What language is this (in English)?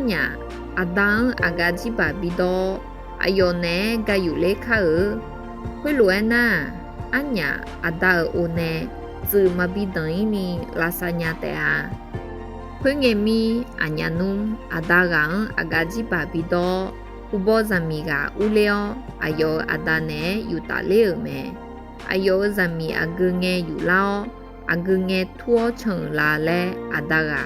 Akha